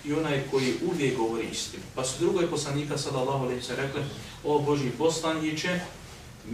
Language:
Bosnian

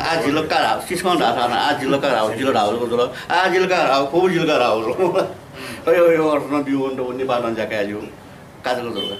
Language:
Newari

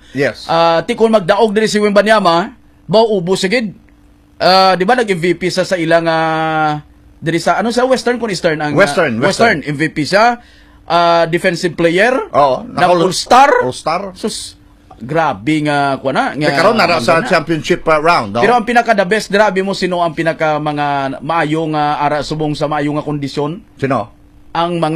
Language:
Hiligaynon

